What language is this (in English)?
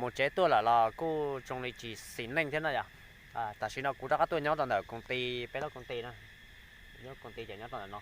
Hmong